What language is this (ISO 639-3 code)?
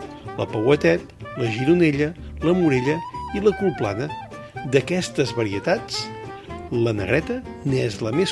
cat